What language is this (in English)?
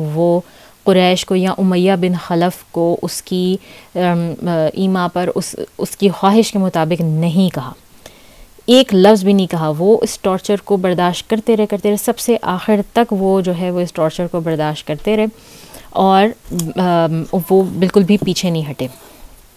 Urdu